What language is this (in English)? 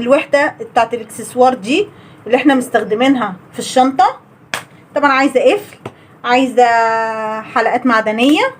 Egyptian Arabic